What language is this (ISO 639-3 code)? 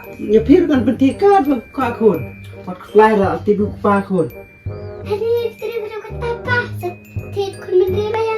kha